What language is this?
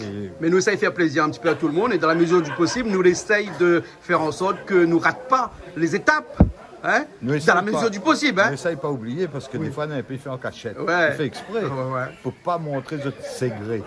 Réunion Creole French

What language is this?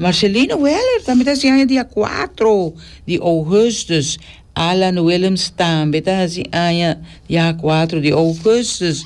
Papiamento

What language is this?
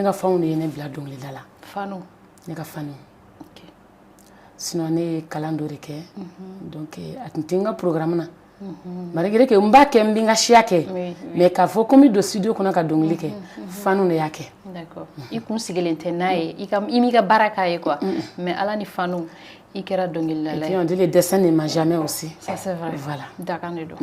Bambara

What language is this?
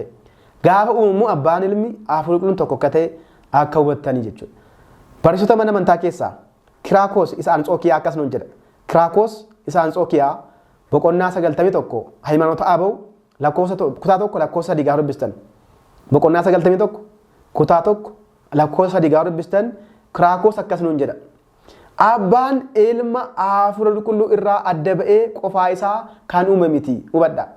Oromo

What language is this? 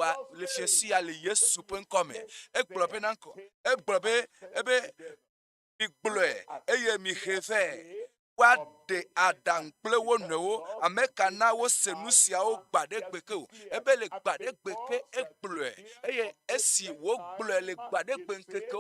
Ewe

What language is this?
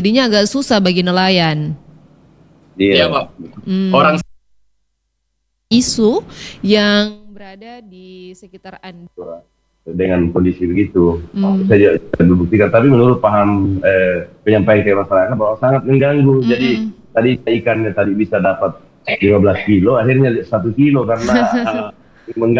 Indonesian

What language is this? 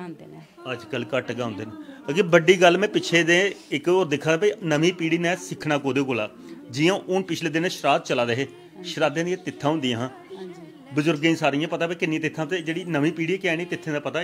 Dogri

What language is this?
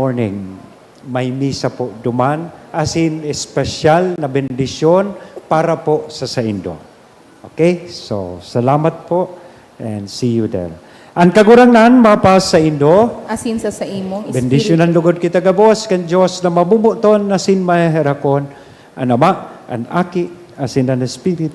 Bikol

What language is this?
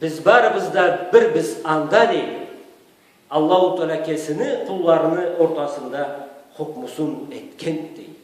Karachay-Balkar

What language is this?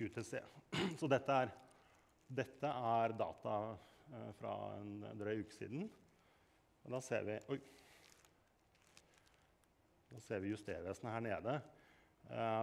Norwegian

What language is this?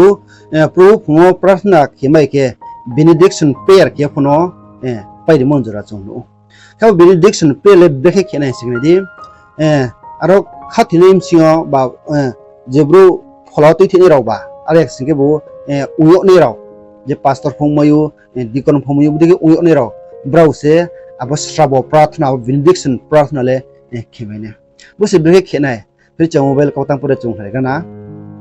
Riang (India)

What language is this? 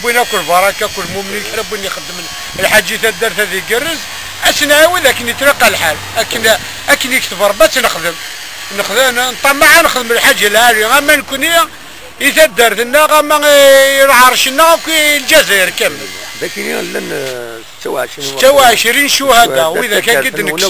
Kabyle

